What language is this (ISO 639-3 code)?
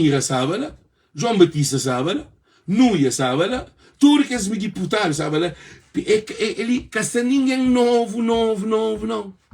kea